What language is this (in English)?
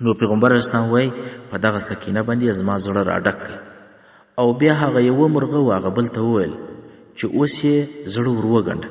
Pashto